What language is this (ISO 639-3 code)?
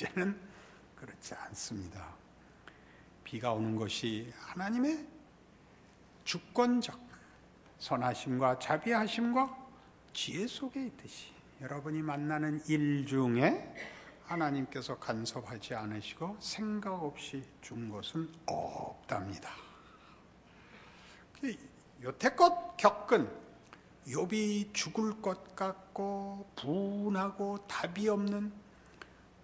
kor